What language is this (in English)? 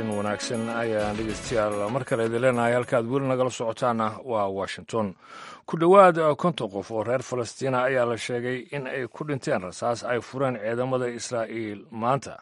Somali